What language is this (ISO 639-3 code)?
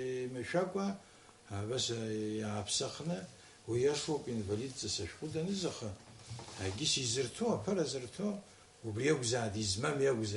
abk